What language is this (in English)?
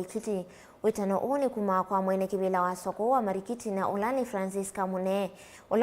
Kamba